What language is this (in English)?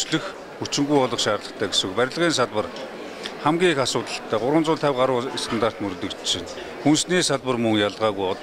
Mongolian